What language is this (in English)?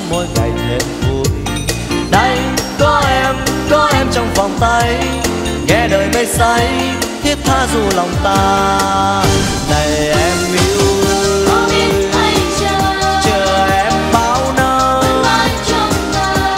Vietnamese